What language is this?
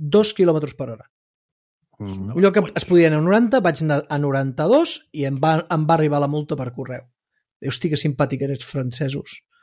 Catalan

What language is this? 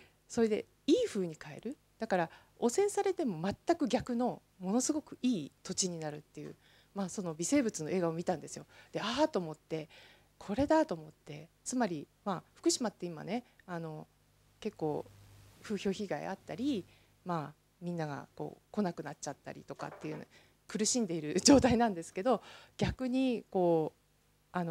Japanese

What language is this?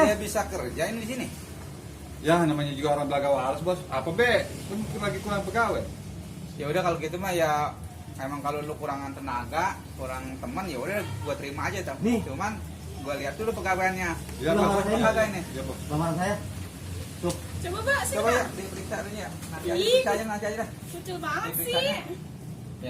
Betawi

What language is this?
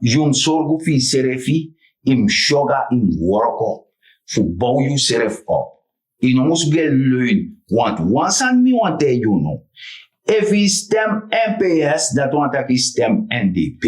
Sranan Tongo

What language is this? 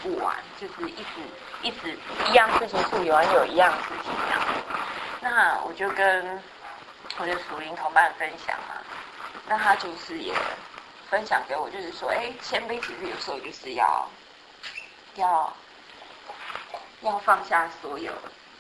Chinese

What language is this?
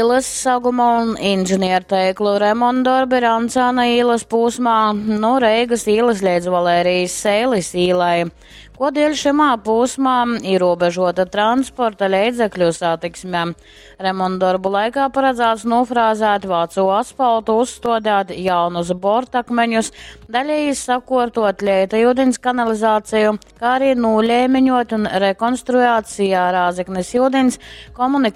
Latgalian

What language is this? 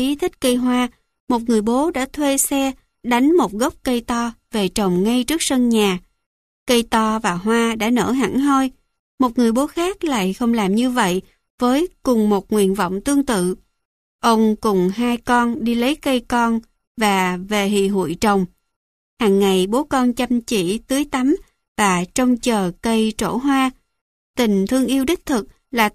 Vietnamese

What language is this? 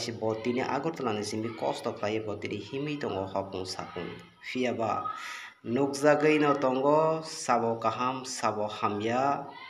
Kok Borok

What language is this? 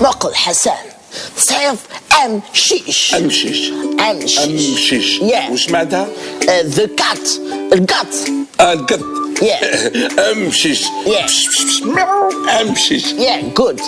Kabyle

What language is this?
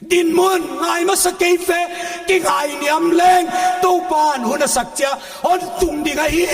Paite Chin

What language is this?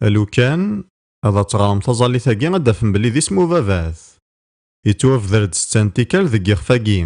Kabyle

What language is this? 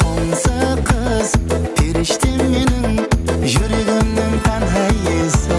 Kara-Kalpak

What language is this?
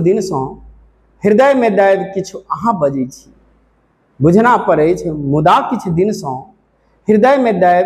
Maithili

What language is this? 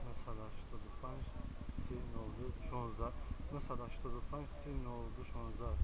Tajik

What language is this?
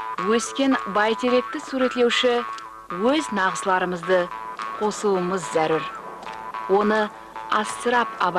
Kara-Kalpak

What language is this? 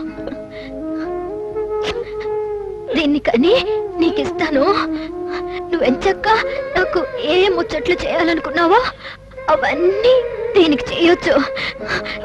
Telugu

